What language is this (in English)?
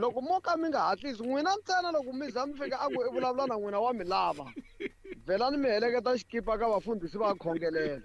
Tsonga